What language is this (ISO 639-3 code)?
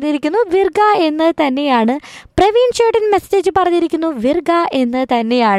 mal